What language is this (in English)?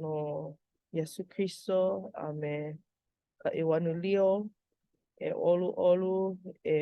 Hawaiian